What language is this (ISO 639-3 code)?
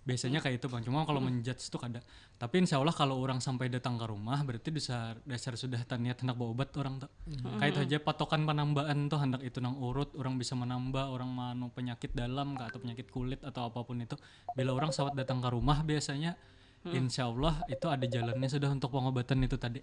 bjn